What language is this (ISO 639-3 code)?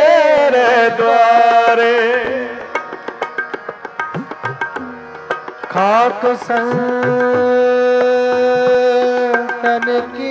pan